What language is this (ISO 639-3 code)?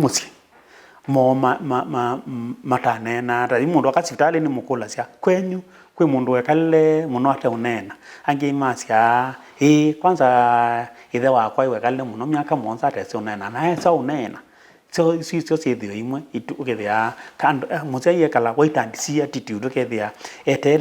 kam